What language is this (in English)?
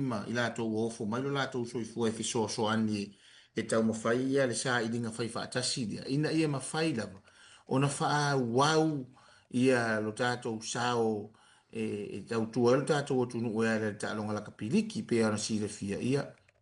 Samoan